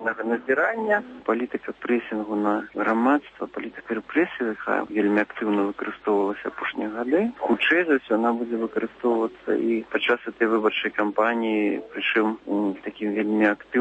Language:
Belarusian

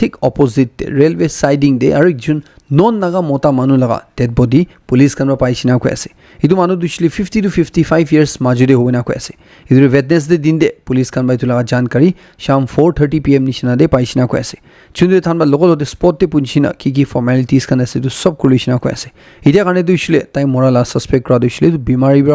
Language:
Naga Pidgin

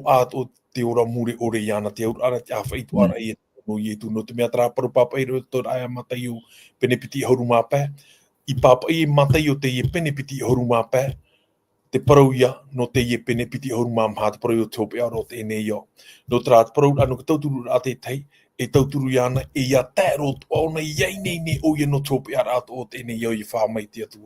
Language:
Tahitian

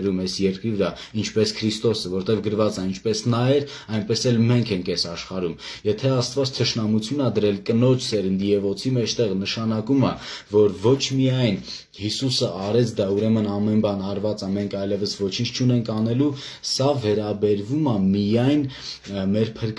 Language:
Armenian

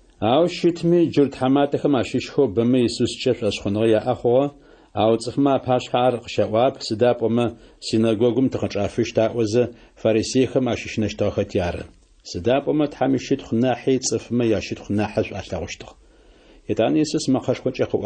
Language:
Adyghe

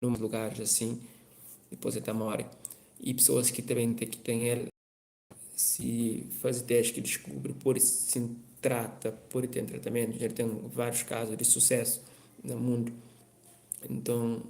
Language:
Kabuverdianu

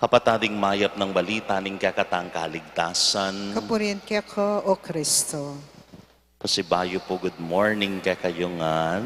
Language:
Pampanga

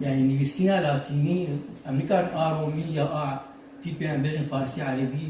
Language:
Kurdish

